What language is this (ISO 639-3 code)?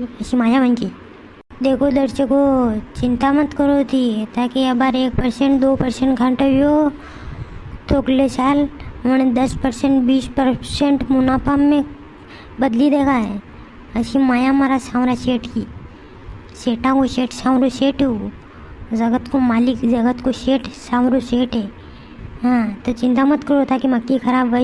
raj